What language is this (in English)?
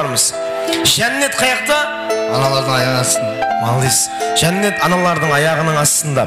Kara-Kalpak